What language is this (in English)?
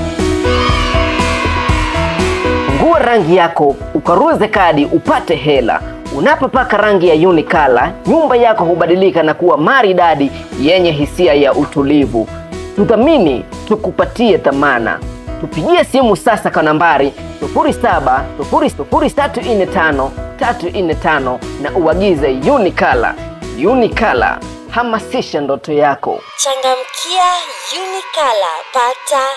Swahili